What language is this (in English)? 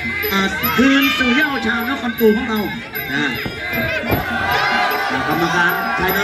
Thai